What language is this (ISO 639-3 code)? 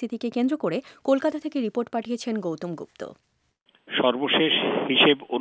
ben